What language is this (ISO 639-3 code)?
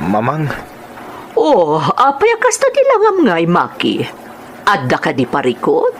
ilo